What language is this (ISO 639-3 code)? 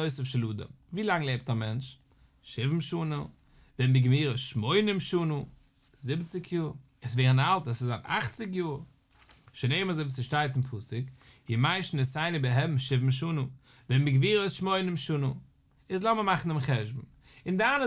yid